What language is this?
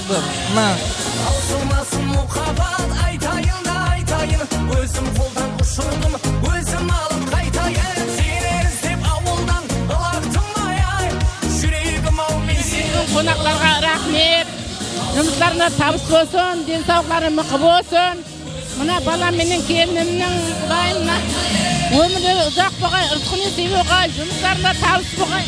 Kara-Kalpak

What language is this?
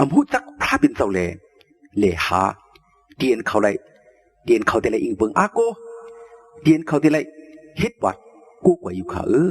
Shan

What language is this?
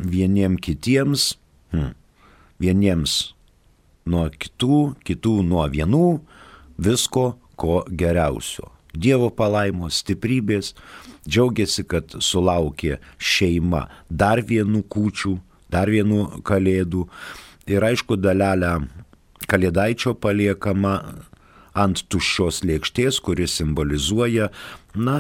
Lithuanian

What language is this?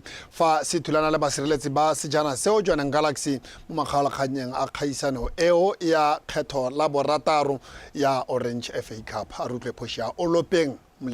Tswana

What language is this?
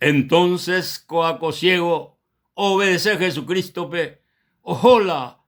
Guarani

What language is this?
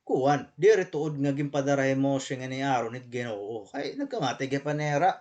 Waray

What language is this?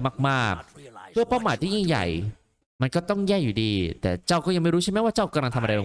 Thai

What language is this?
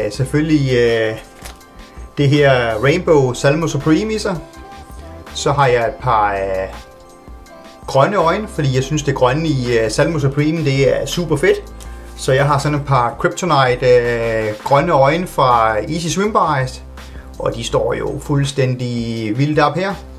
Danish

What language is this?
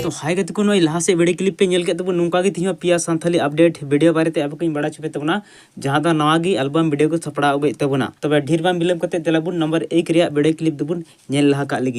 Santali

